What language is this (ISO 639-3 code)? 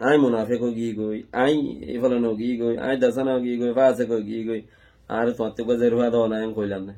rhg